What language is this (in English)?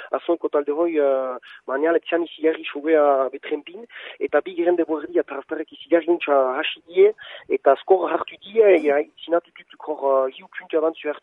Basque